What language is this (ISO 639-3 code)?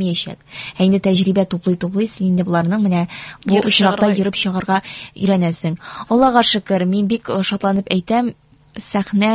tat